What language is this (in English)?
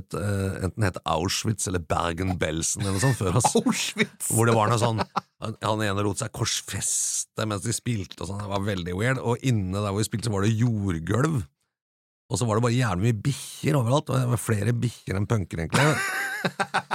Norwegian